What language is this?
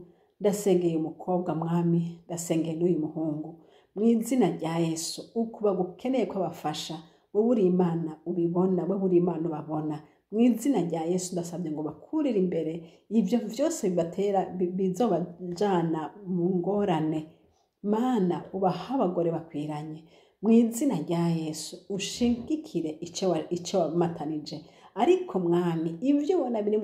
Rundi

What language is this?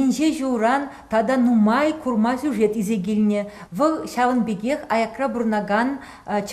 Chuvash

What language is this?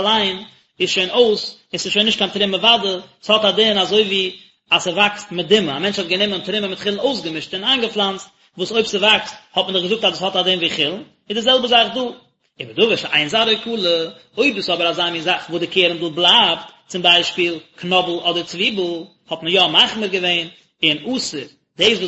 Yiddish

